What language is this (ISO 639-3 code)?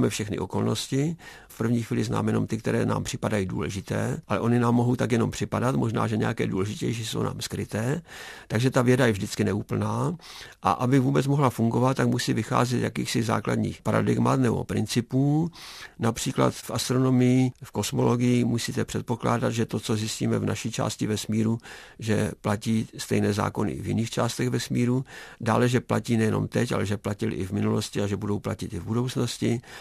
ces